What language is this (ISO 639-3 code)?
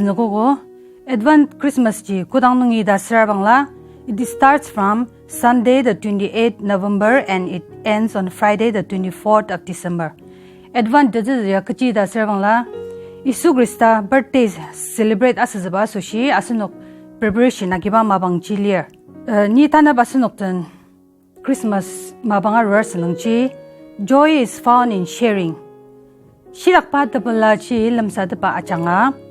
njo